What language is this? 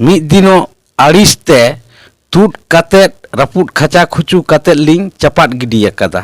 Santali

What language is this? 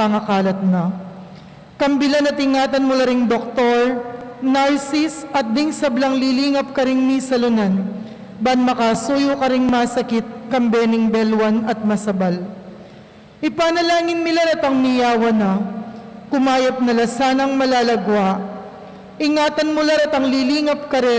Pampanga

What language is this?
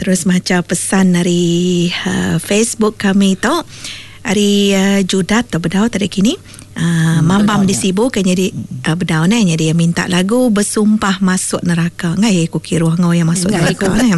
Iban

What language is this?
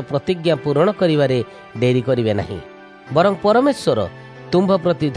Odia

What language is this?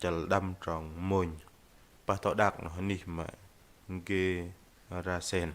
Bahnar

